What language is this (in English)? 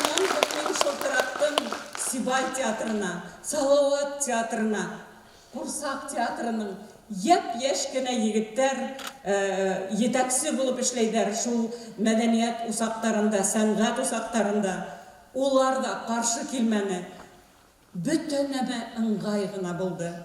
Bashkir